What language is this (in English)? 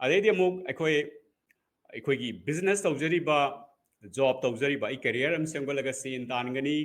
Manipuri